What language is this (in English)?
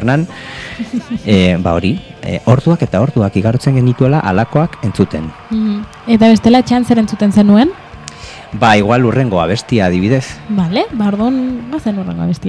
Basque